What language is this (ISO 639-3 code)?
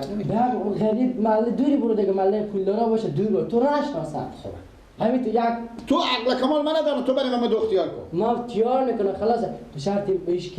fas